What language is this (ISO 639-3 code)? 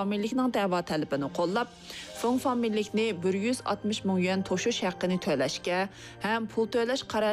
uig